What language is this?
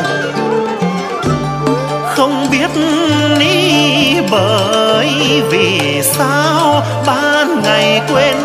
Vietnamese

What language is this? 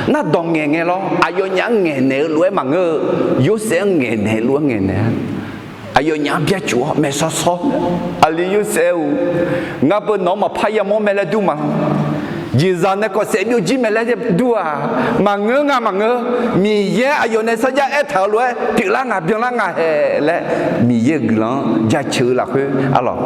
Akha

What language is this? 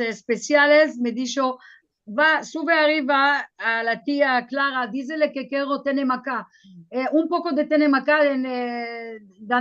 Ladino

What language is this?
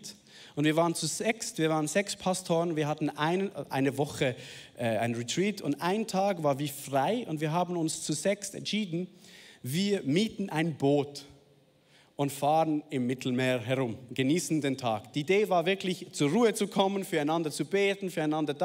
Swiss German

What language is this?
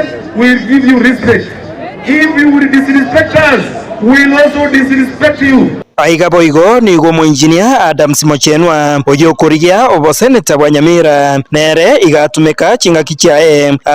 Gusii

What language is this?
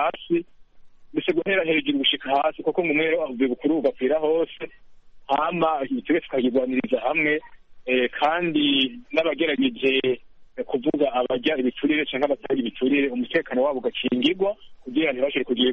Kinyarwanda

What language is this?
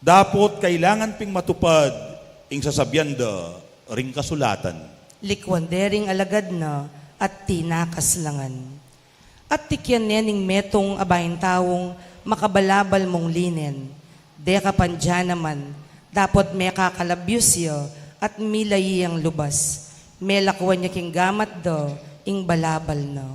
Pampanga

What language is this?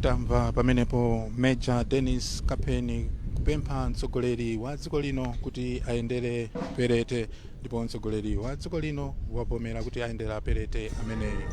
Nyanja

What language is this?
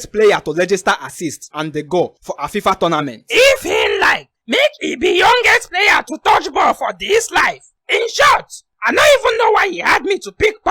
Nigerian Pidgin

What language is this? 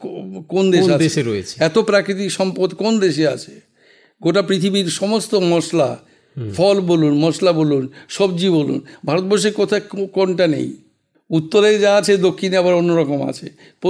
Bangla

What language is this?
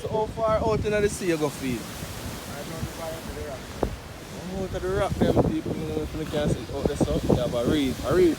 Jamaican Creole English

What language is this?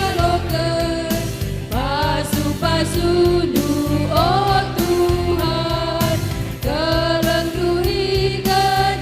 Batak Karo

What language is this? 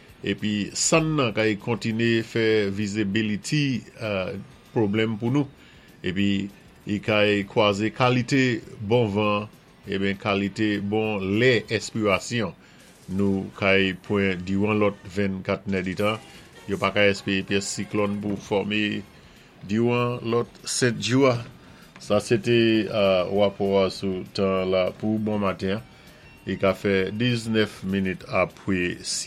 Saint Lucian Creole French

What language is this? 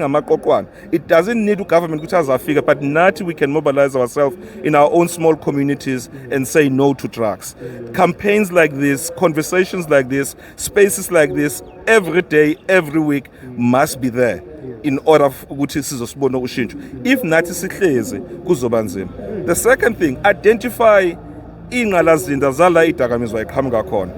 Zulu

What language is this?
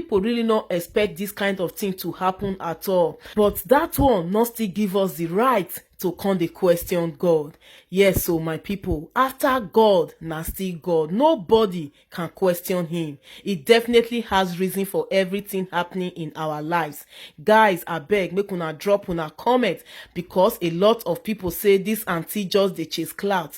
Nigerian Pidgin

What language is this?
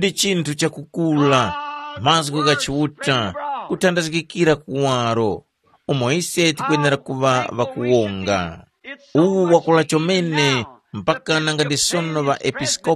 Tumbuka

